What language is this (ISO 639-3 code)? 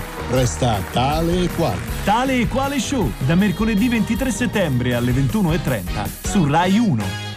ita